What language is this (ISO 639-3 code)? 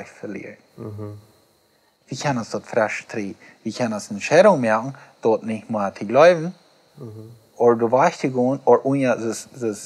pdt